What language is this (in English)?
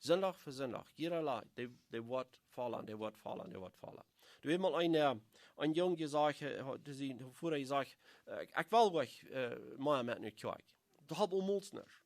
Plautdietsch